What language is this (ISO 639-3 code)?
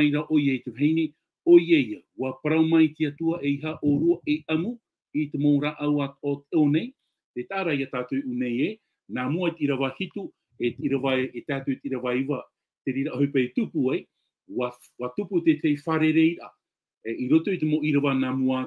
tah